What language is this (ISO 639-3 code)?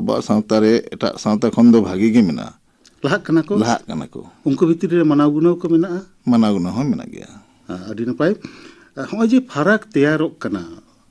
sat